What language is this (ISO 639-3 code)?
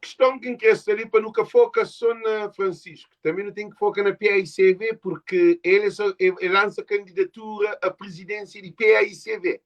kea